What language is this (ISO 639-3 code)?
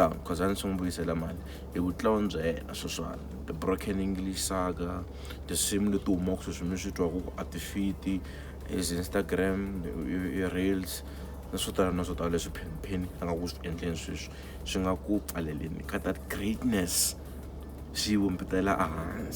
tso